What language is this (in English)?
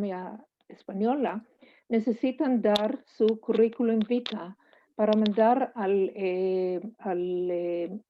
Ladino